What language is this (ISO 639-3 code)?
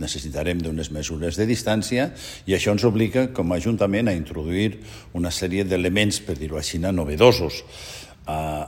cat